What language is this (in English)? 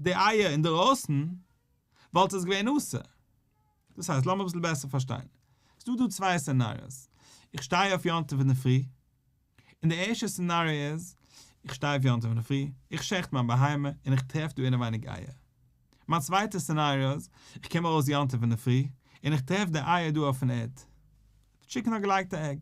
Yiddish